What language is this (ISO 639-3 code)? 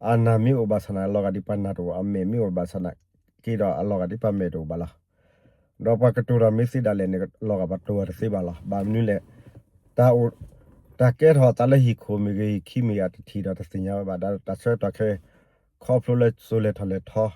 ksw